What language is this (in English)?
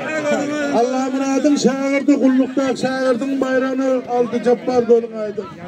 Turkmen